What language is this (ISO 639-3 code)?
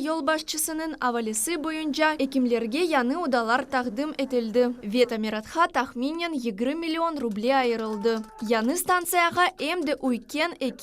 crh